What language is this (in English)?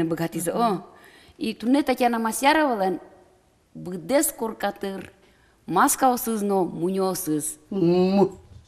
Udmurt